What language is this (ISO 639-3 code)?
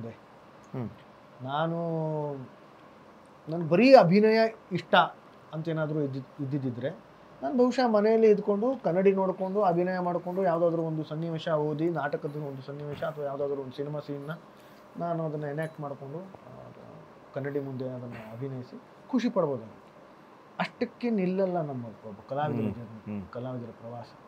kan